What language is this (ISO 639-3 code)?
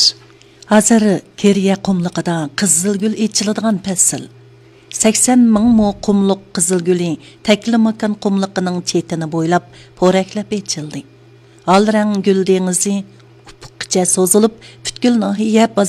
uig